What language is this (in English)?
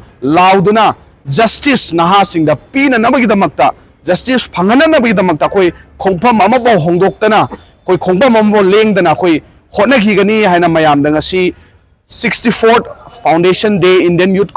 Manipuri